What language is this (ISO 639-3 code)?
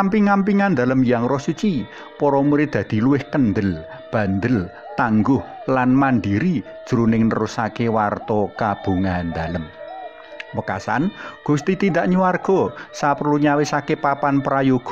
jav